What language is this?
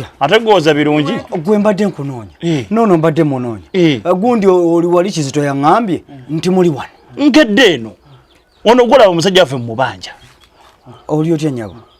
Ganda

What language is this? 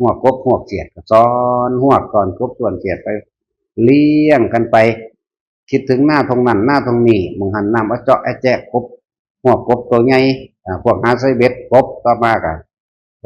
Northeastern Thai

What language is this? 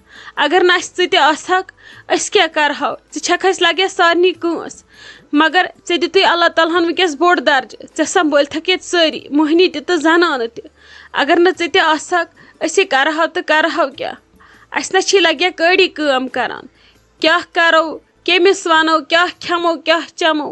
Kashmiri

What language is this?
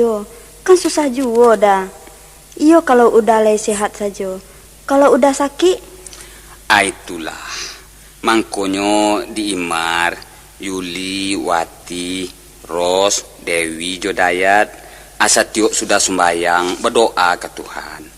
Minangkabau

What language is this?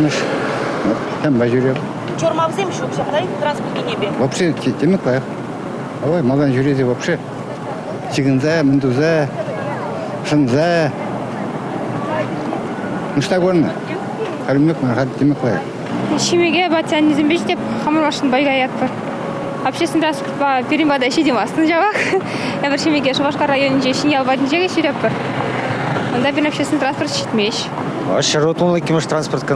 Chuvash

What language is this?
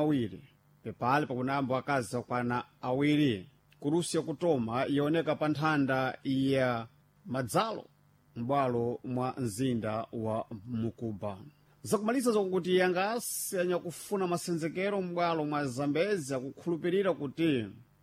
Sena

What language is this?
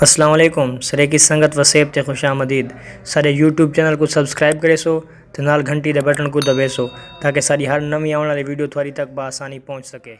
Saraiki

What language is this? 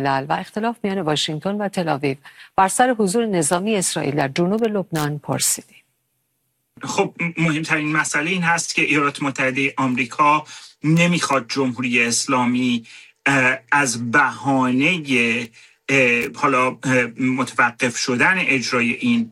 Persian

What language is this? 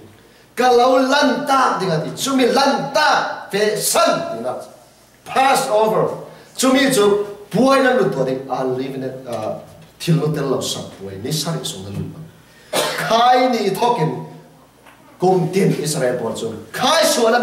Falam Chin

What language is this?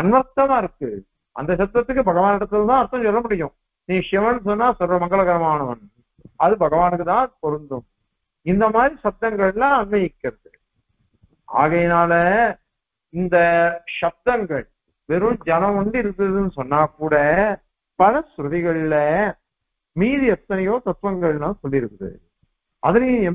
Tamil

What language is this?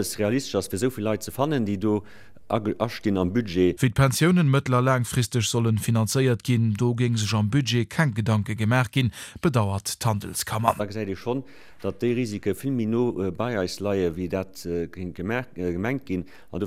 Luxembourgish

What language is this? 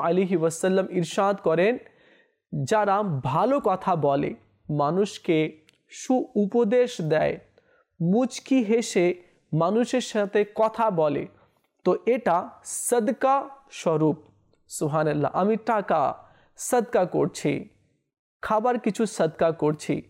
Bangla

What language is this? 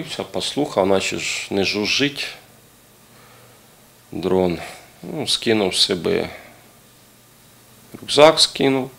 Ukrainian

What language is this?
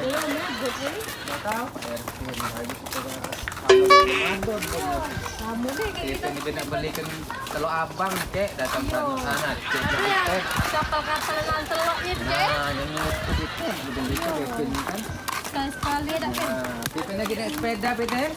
Musi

